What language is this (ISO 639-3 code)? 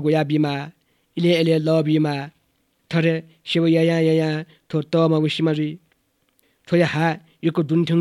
new